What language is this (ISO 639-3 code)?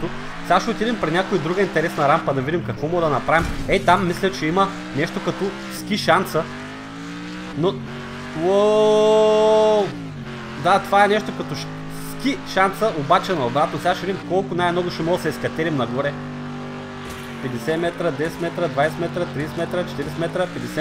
bul